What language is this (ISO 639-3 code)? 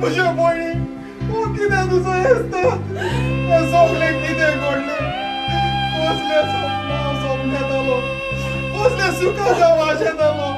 kok